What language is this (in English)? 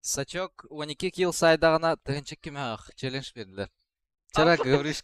Yakut